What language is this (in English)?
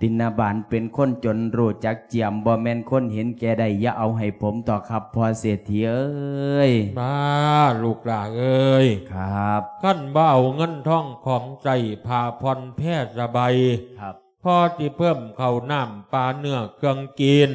Lao